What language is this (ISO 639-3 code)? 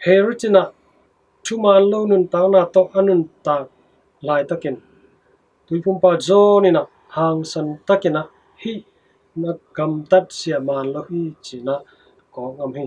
ctd